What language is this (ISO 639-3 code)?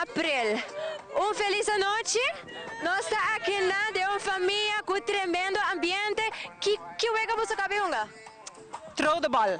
pap